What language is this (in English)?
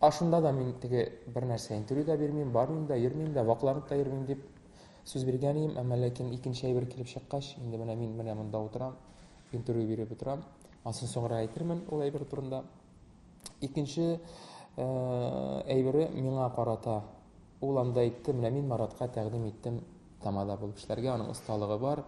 Tatar